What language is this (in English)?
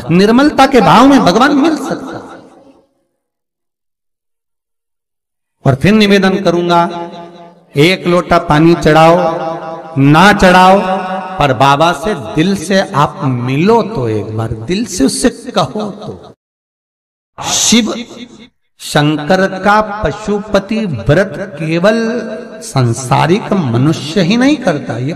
Hindi